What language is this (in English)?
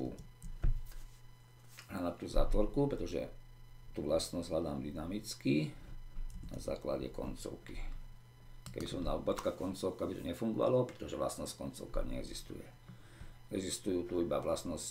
Slovak